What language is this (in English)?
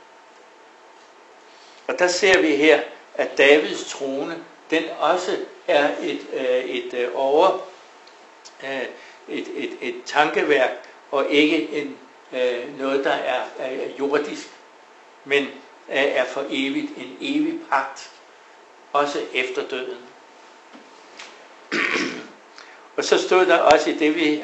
Danish